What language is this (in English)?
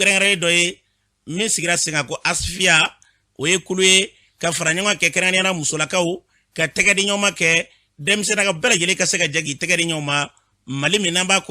Bambara